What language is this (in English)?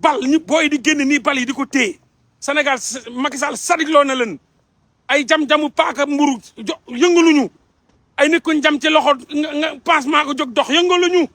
Wolof